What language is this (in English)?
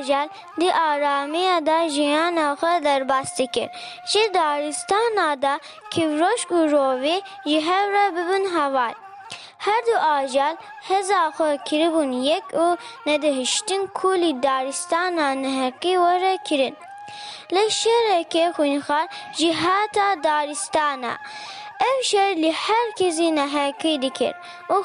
Kurdish